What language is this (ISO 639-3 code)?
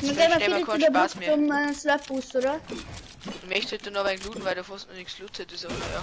bar